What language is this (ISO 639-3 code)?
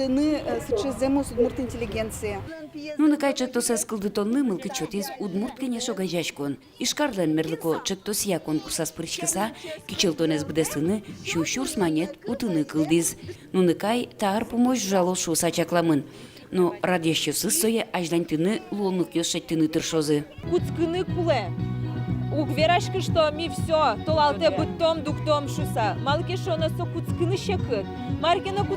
udm